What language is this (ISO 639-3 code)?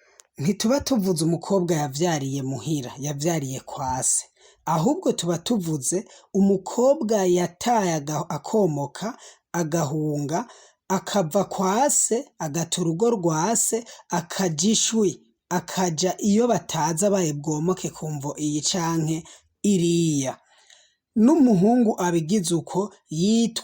run